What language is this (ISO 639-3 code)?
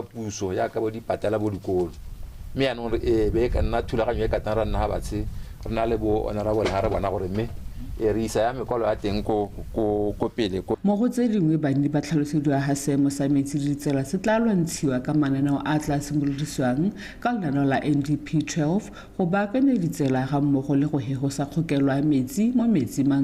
tsn